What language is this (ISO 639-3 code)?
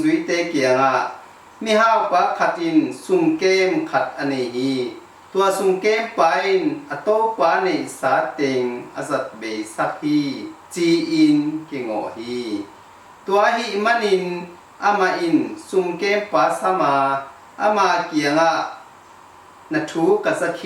ctd